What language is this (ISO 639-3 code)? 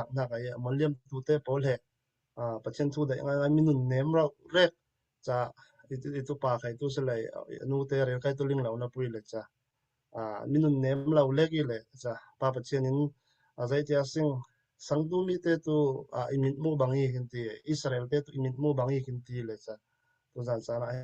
cfm